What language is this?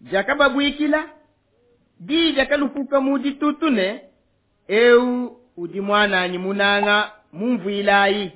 Luba-Lulua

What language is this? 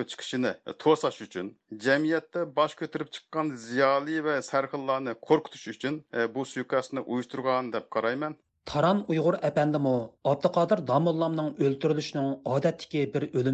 Uyghur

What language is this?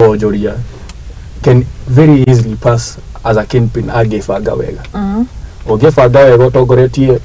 Kikuyu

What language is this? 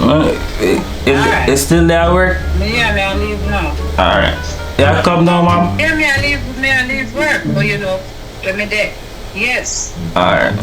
Jamaican Creole English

